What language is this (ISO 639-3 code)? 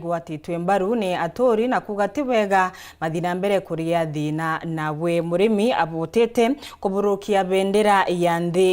mer